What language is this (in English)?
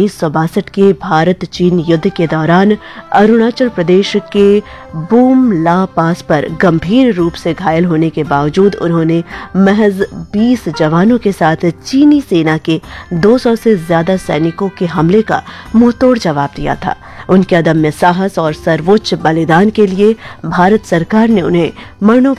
Hindi